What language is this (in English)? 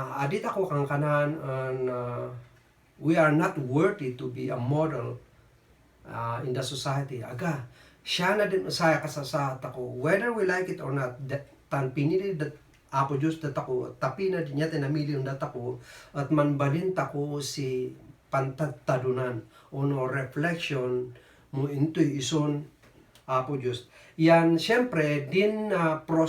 Kankanaey